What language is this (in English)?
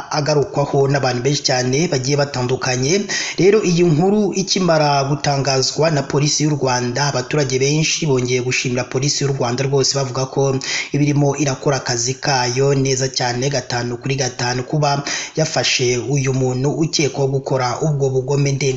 Kinyarwanda